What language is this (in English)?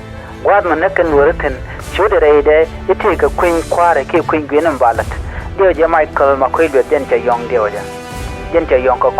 Nuer